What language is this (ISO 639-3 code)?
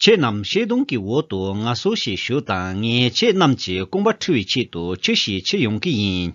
bod